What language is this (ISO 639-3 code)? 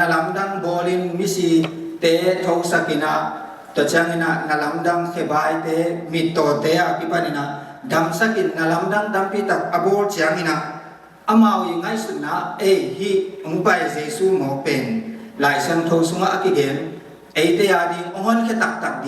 ctd